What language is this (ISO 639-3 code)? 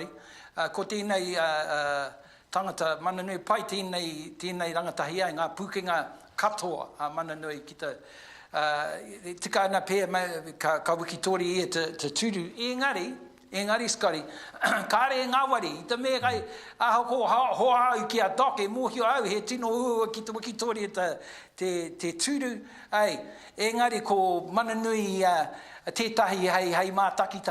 mri